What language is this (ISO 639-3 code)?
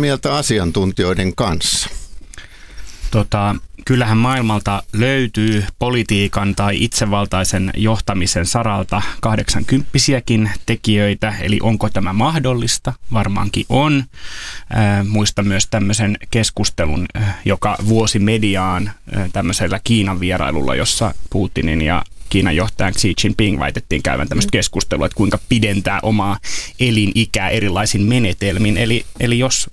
fin